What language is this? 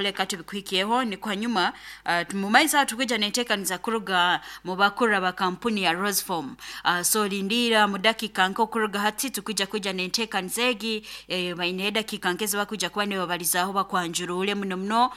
Nyoro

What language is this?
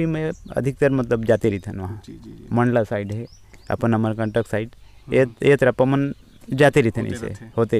Chhattisgarhi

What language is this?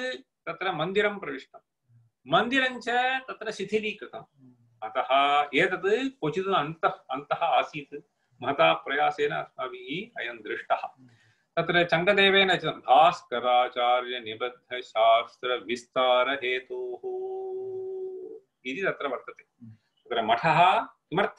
Sanskrit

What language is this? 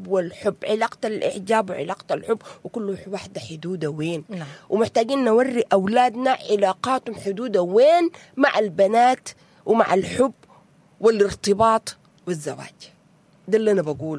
Sudanese Arabic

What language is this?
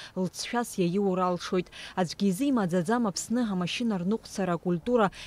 Abkhazian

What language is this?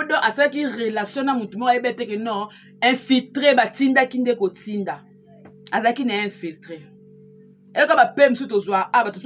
Lingala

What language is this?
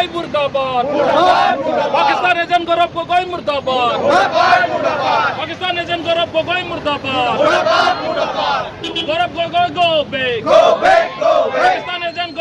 Karbi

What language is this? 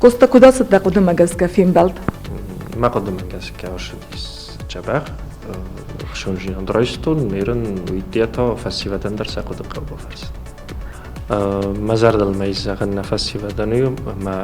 Ossetic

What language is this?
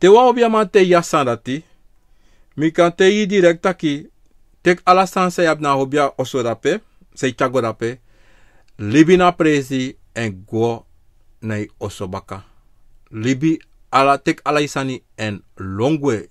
Sranan Tongo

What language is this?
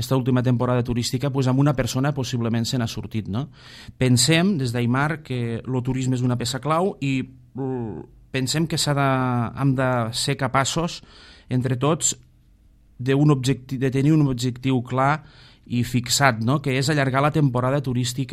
Catalan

